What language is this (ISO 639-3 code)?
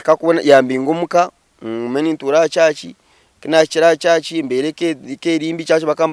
nyn